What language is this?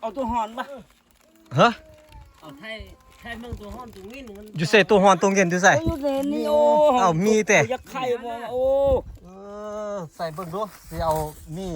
Lao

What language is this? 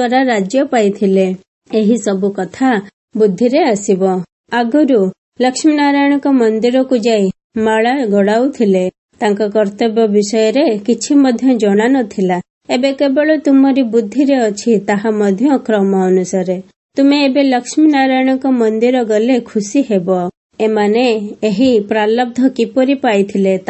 Odia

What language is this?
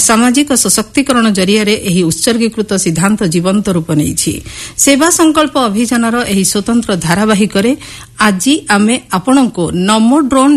Odia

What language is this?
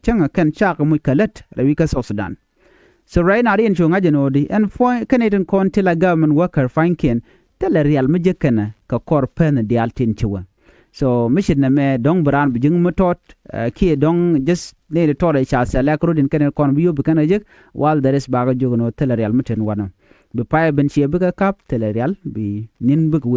Nuer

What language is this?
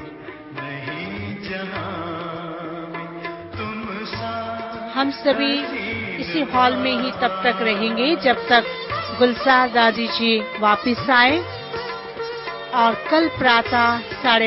Hindi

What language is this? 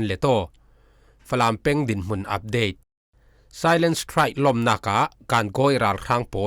Falam Chin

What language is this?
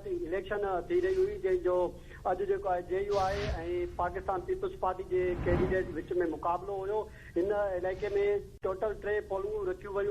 Sindhi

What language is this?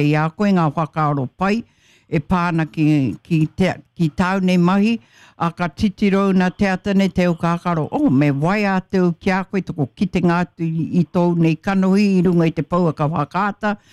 Māori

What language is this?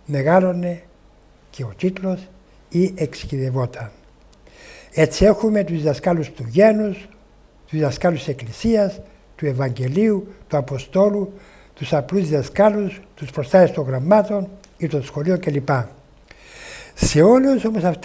Greek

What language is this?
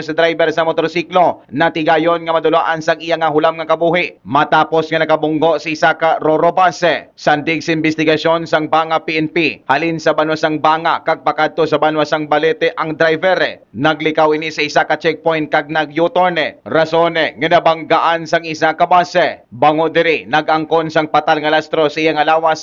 Hiligaynon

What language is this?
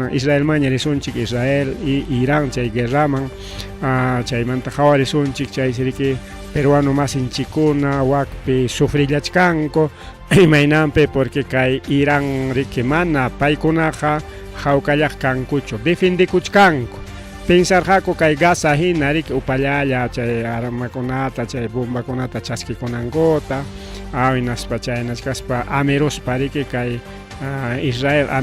Ayacucho Quechua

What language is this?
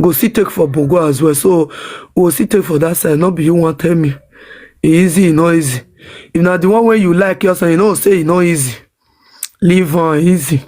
Nigerian Pidgin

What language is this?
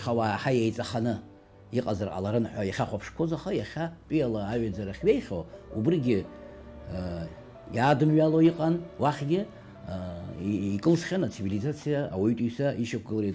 Abkhazian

